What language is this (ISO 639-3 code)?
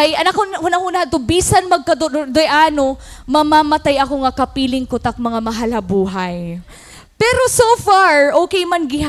war